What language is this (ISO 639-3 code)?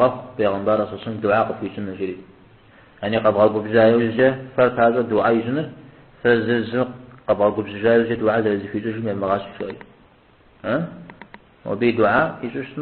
kbd